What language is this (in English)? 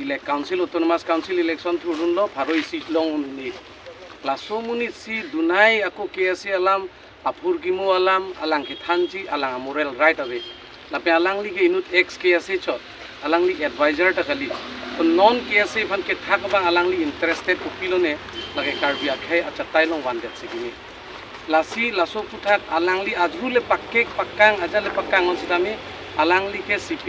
Karbi